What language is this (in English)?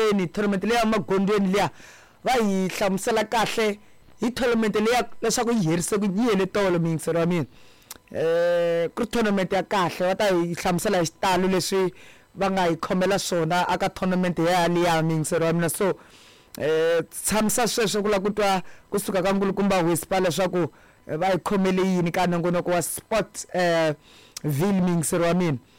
Tsonga